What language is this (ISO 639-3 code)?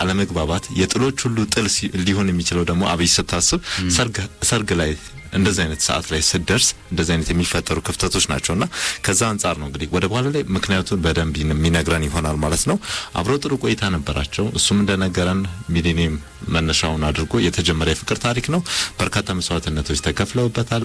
amh